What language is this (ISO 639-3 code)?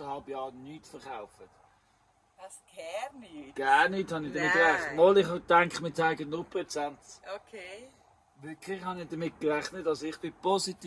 gsw